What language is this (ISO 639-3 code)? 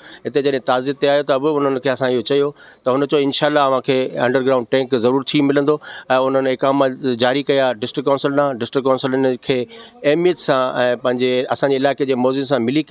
snd